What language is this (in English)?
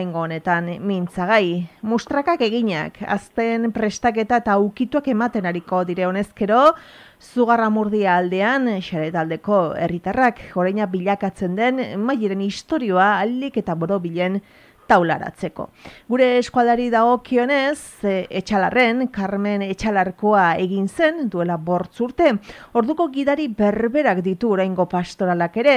Basque